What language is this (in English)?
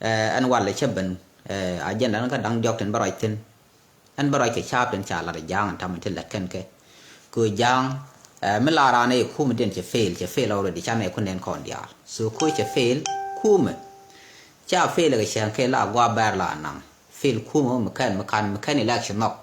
Nuer